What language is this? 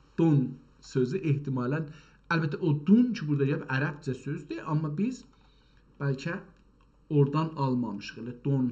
South Azerbaijani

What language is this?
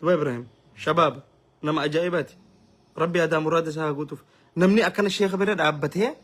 Oromo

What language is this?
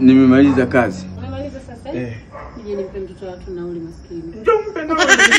Swahili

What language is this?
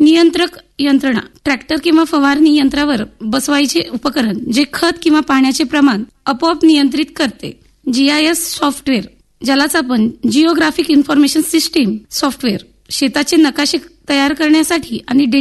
Marathi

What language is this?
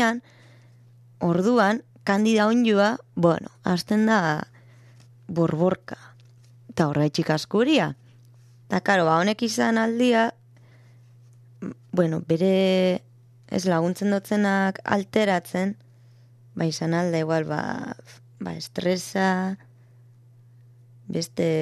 Basque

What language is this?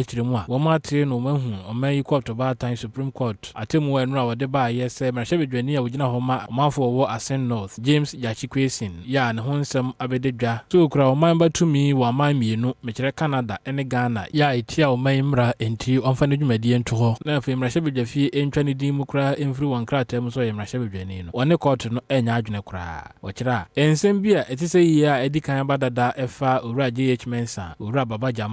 Akan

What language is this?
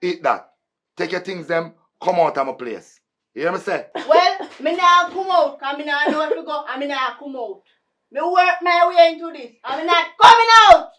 Jamaican Creole English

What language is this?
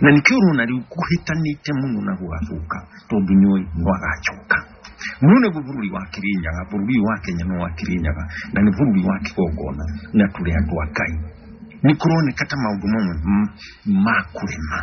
Kikuyu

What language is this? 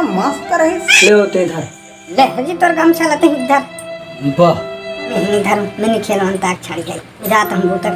Chhattisgarhi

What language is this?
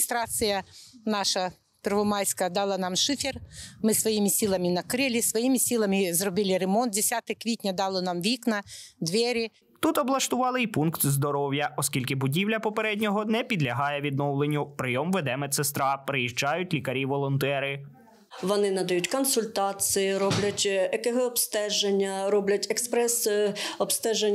Ukrainian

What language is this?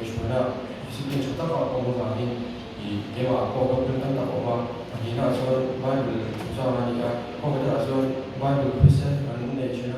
Mizo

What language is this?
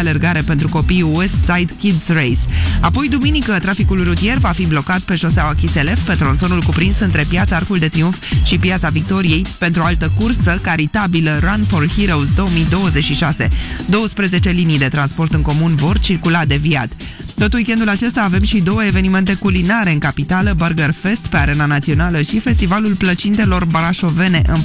Romanian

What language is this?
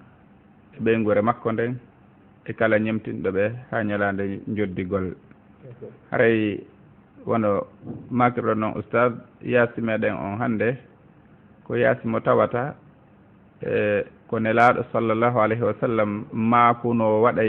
Fula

